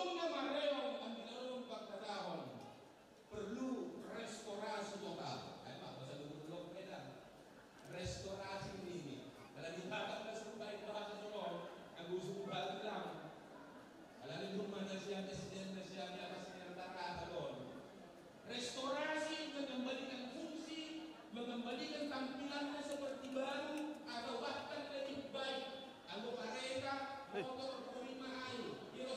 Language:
Batak Simalungun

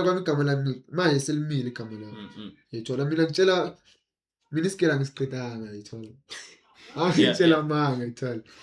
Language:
Zulu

